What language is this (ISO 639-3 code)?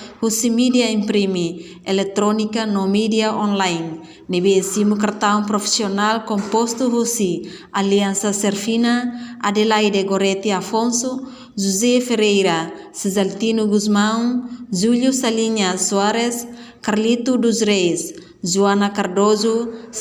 tet